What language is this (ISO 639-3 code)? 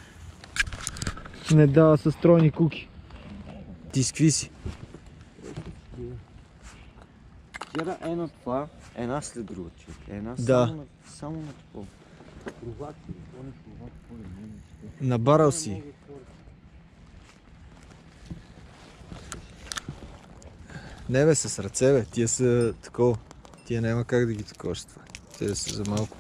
bul